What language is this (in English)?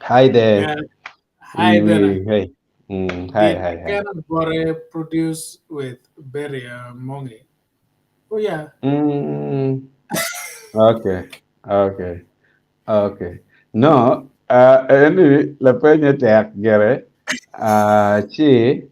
Acoli